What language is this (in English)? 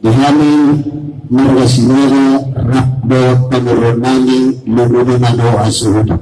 Batak Toba